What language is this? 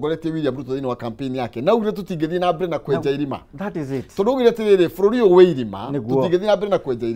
Kikuyu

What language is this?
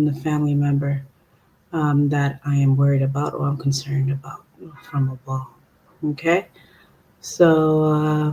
Acoli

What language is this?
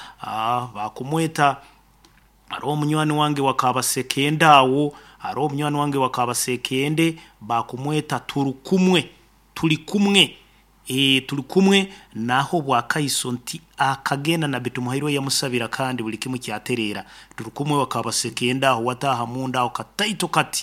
Nyankole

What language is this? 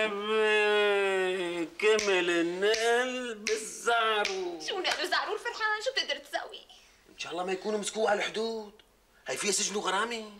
North Levantine Arabic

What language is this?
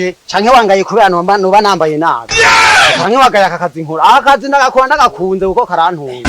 Rundi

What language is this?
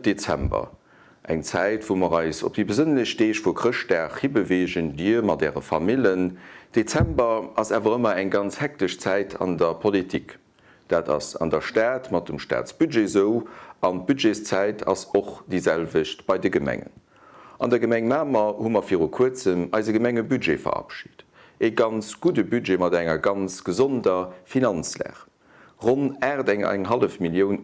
Luxembourgish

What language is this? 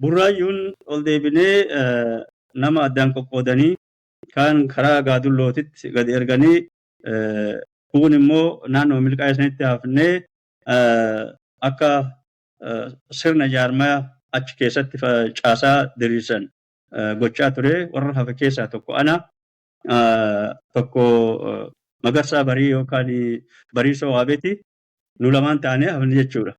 Oromo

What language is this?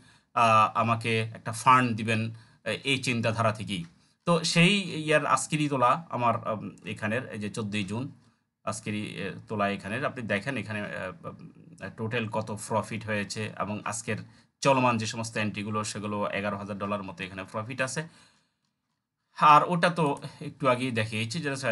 Bangla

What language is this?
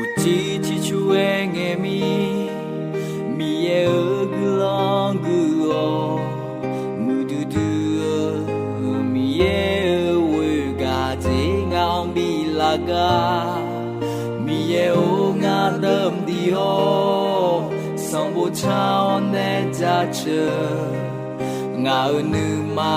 Akha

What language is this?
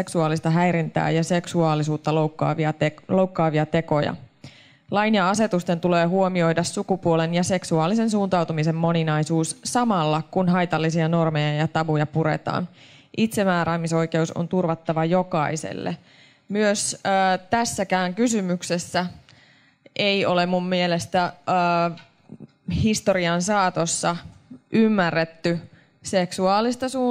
Finnish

